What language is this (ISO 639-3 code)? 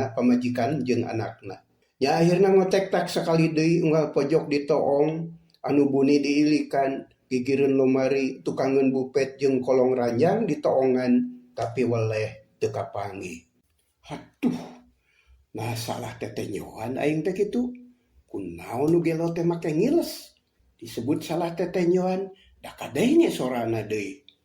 sun